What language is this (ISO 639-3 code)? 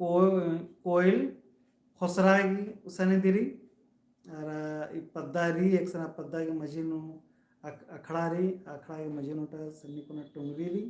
kru